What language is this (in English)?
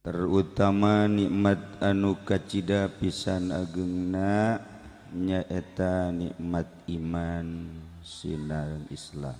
Sundanese